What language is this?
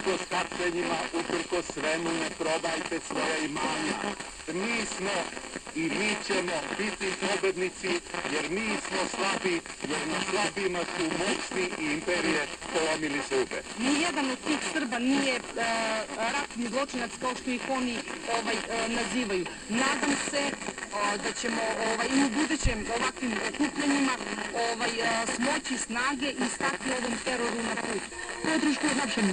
Serbian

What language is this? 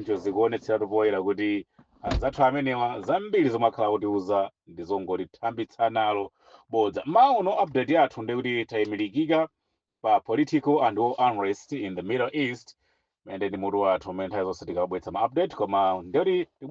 Nyanja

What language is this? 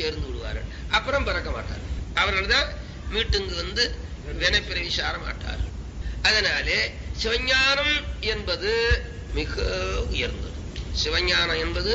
Tamil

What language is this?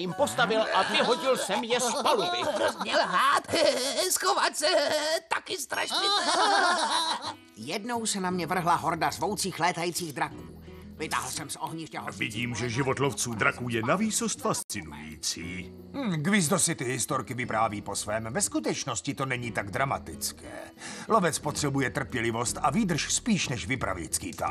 Czech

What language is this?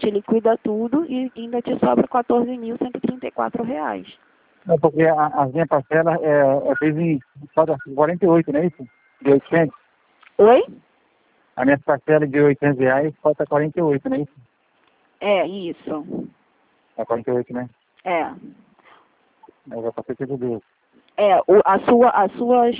Portuguese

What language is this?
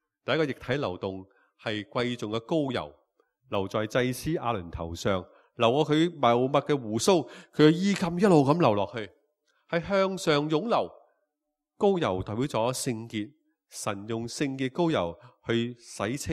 Cantonese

